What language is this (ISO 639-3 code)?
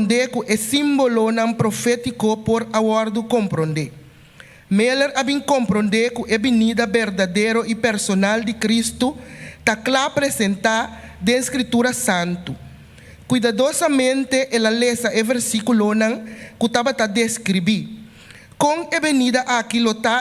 pap